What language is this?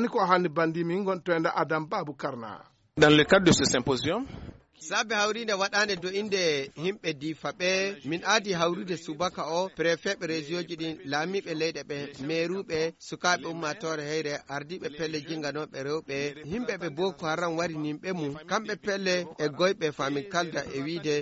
Fula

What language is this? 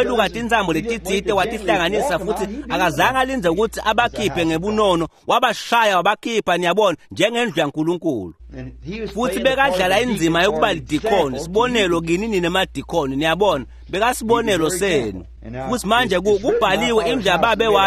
Swati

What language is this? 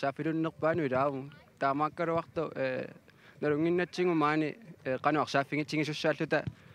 Kalaallisut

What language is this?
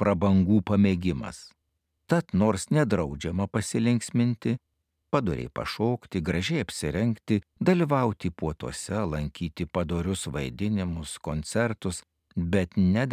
Lithuanian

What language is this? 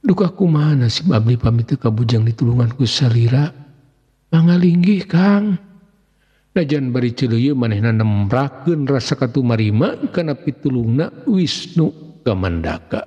Sundanese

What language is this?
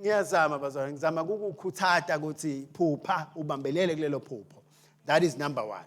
Swati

